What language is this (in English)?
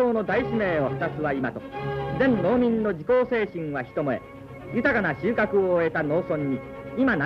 Japanese